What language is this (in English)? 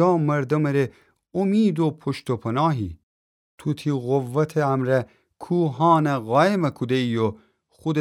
Gilaki